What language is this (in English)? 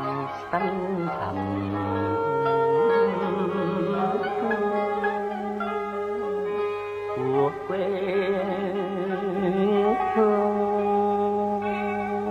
Vietnamese